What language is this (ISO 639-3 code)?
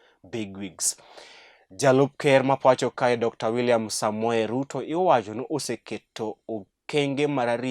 luo